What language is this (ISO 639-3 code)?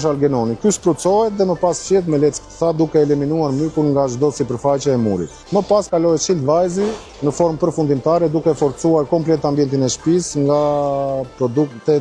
sqi